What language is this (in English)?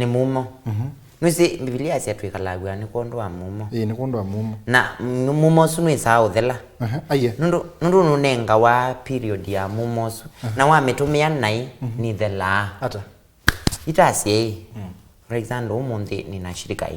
Kamba